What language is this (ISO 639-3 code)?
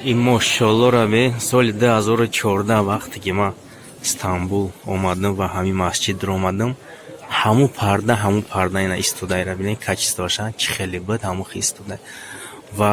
tgk